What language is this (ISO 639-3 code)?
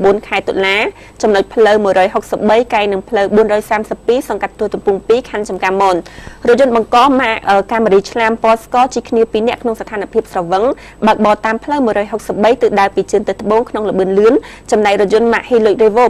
khm